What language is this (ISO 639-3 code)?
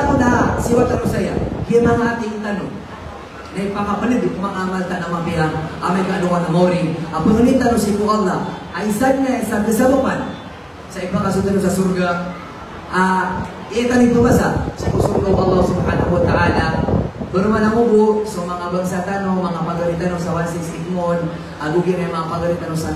mrw